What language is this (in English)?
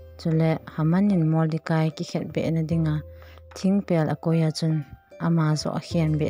Thado Chin